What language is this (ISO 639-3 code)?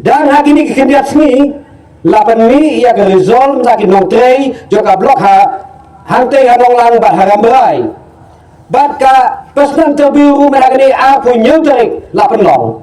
kha